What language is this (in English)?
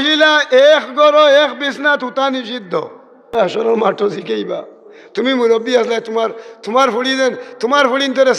Sylheti